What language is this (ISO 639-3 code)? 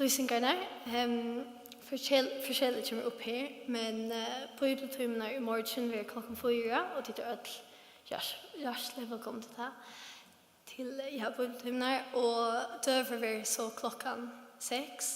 fao